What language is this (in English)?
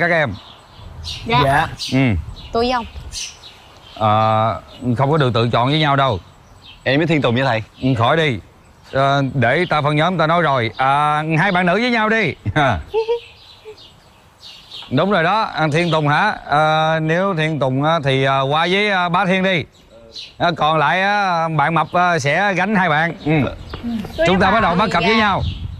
Vietnamese